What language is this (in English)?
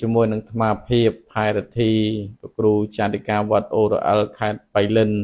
Khmer